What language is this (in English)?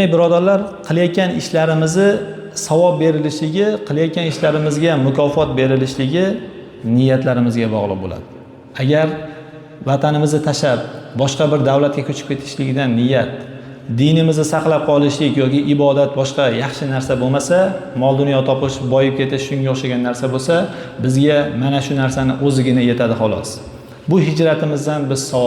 Uzbek